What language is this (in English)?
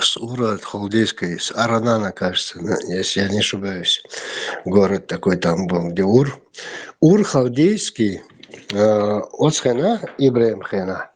Chechen